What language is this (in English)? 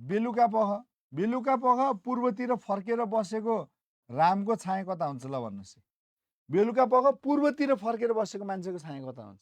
Nepali